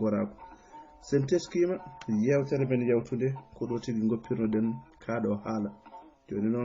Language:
Fula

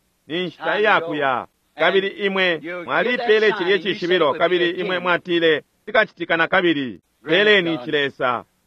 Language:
Bemba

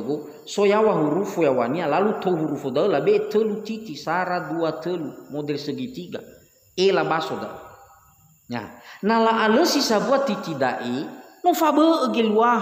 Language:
Nias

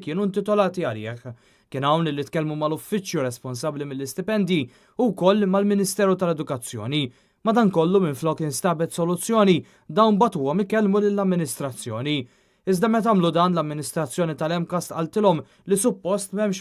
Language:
Maltese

